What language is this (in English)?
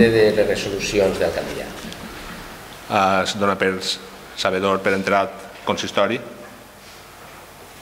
Catalan